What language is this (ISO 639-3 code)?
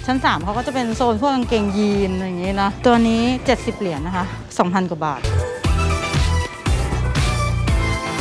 tha